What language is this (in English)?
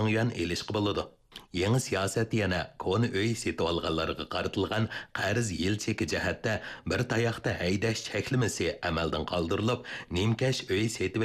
Uyghur